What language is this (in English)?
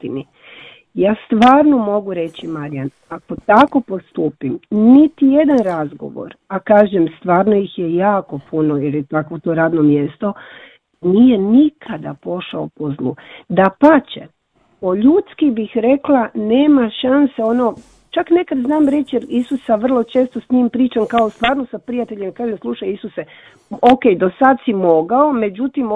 Croatian